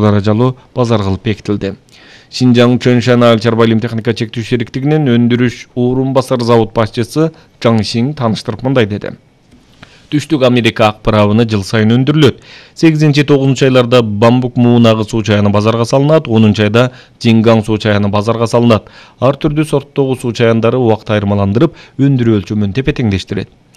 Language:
Kyrgyz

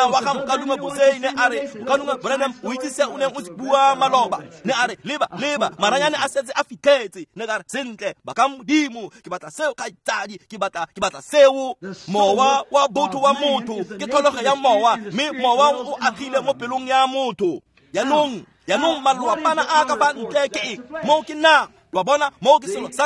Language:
Tswana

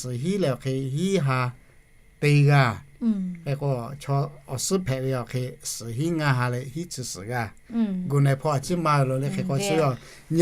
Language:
Lahu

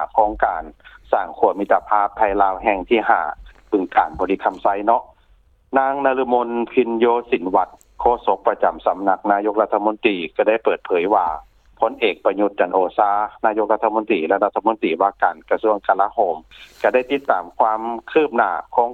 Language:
Lao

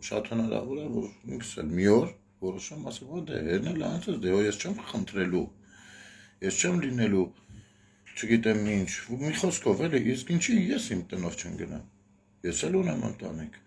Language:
Armenian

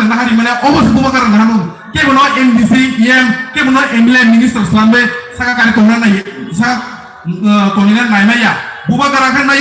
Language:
Kok Borok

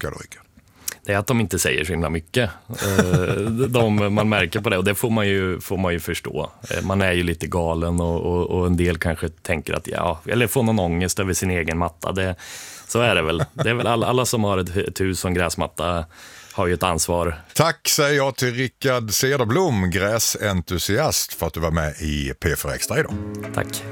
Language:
Swedish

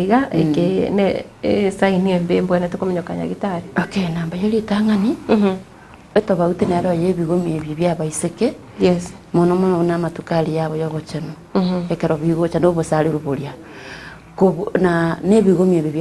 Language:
Gusii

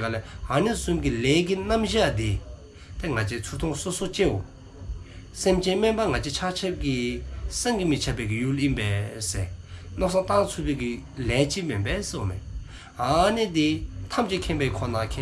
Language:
Dzongkha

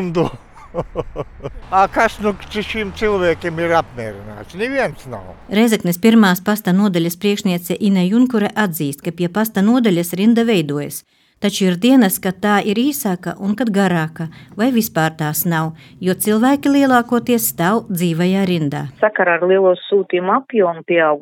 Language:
Latvian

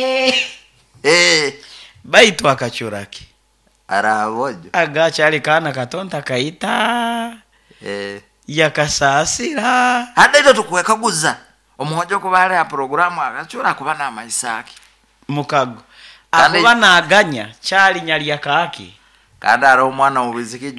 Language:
Nyoro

